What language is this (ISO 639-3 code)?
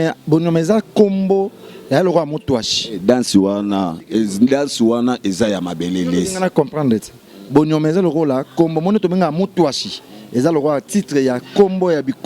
lin